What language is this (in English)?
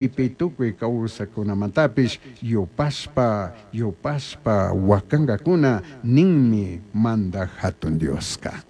Chimborazo Highland Quichua